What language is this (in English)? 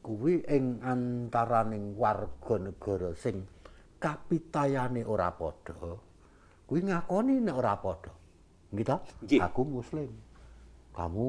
Javanese